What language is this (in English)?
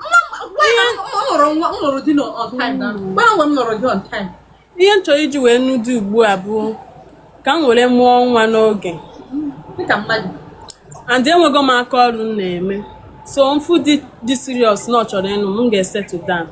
Igbo